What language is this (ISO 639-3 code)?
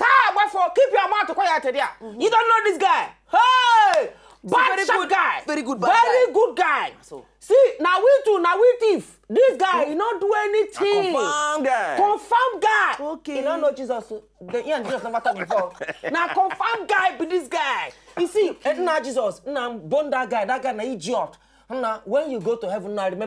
pcm